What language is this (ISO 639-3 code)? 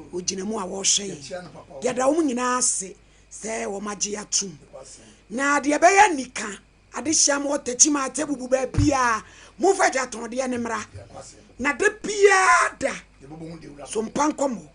aka